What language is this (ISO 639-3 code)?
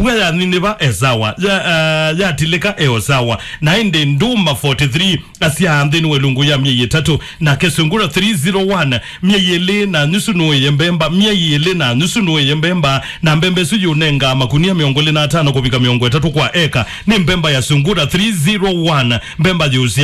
kam